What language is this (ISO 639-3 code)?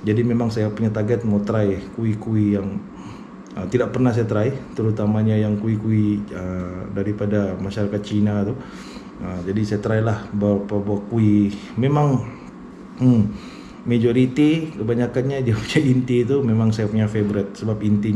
msa